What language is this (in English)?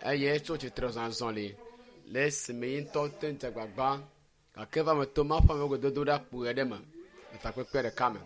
Ewe